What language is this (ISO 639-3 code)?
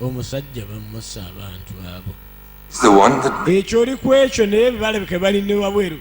lug